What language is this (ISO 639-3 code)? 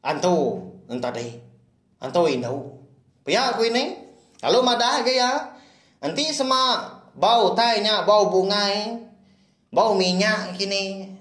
iba